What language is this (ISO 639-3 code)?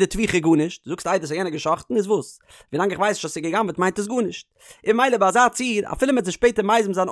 yid